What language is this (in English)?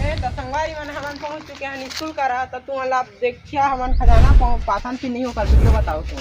Chhattisgarhi